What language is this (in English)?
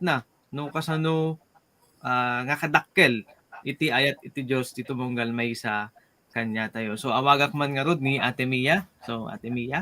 Iloko